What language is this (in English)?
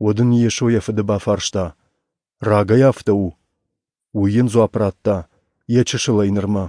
Ossetic